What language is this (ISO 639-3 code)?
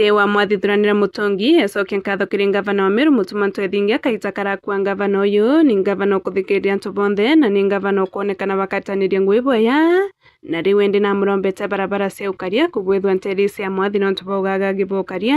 mer